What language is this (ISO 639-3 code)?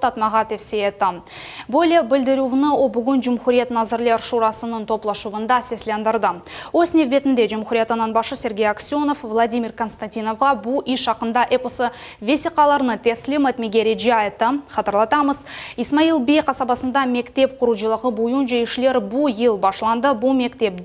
crh